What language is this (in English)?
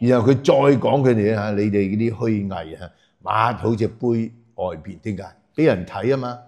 Cantonese